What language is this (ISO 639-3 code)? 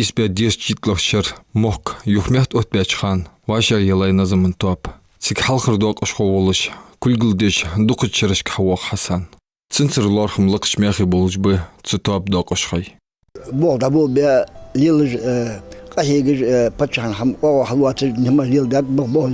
inh